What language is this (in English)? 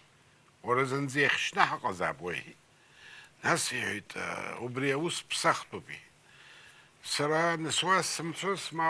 Abkhazian